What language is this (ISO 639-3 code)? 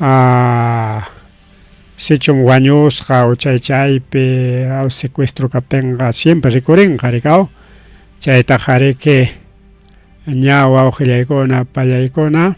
quy